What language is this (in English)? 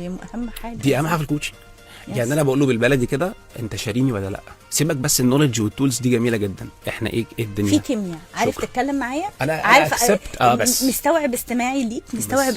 Egyptian Arabic